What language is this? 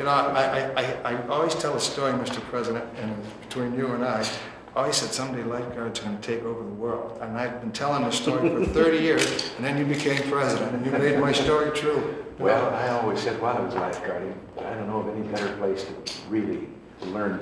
English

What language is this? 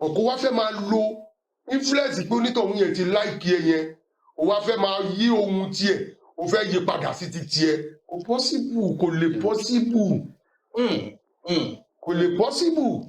Yoruba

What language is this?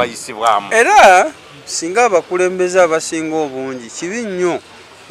Ganda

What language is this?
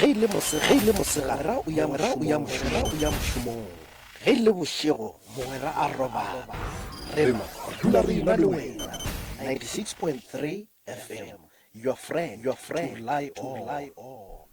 Northern Sotho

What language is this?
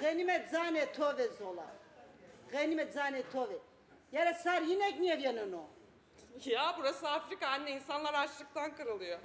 Zaza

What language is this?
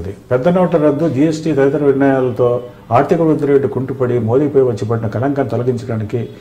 Telugu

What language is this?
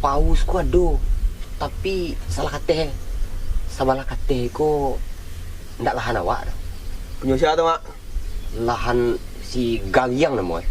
Minangkabau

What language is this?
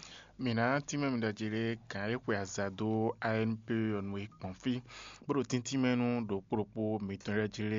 Fon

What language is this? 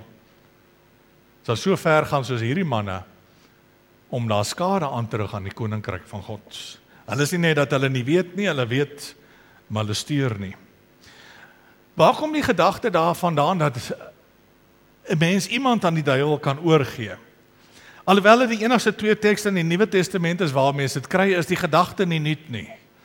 Afrikaans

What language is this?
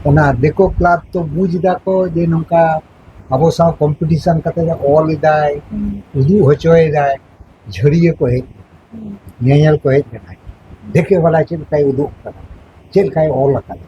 Santali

